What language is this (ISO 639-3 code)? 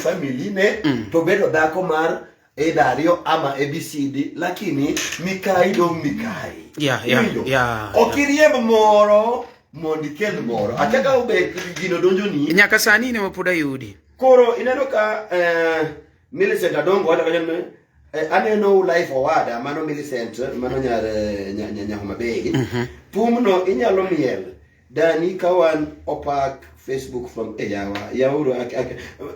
luo